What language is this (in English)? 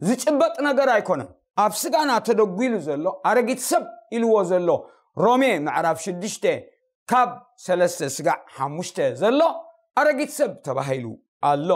Tigrinya